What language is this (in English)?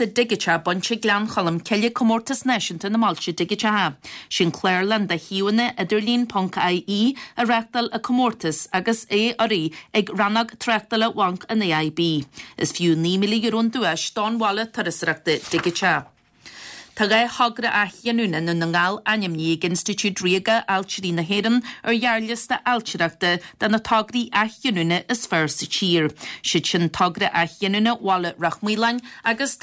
Irish